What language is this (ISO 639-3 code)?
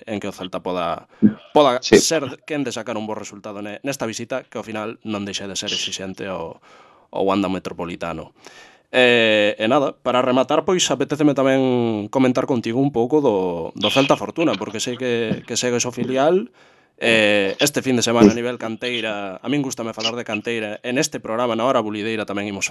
glg